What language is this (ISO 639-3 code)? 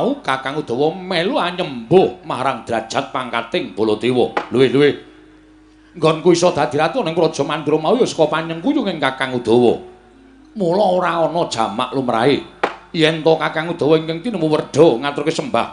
jav